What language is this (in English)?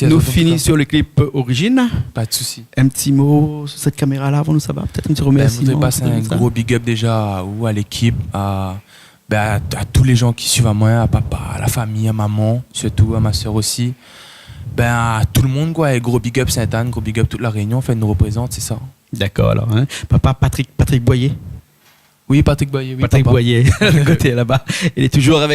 Réunion Creole French